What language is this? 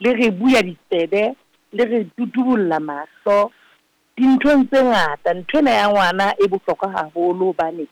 Southern Sotho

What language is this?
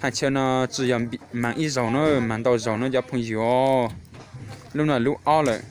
Hmong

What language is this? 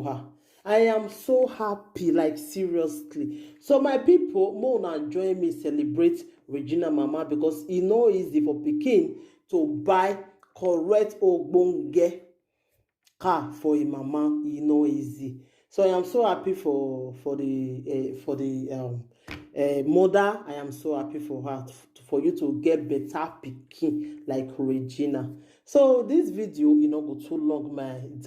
Nigerian Pidgin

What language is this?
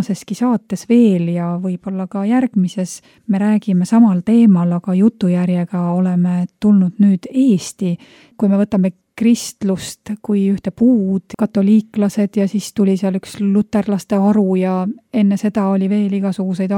Estonian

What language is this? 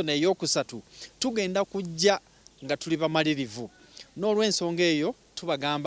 Nyankole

